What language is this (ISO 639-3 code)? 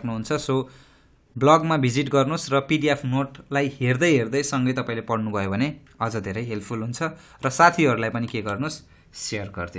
nep